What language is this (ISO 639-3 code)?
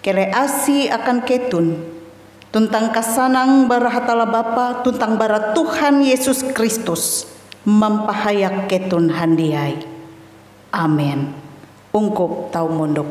nij